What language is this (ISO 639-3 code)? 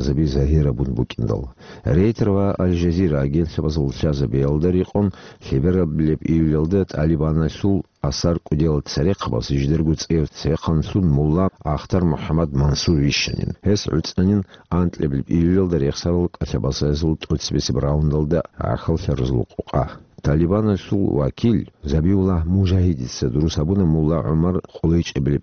ava